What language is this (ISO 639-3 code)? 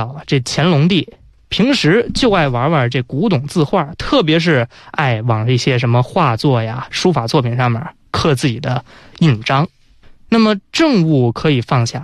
zho